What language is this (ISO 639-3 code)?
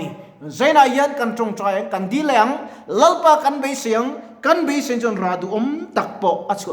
lus